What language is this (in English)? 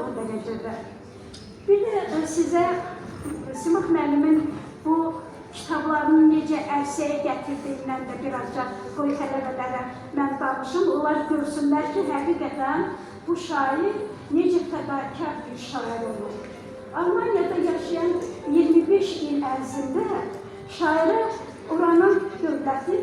Azerbaijani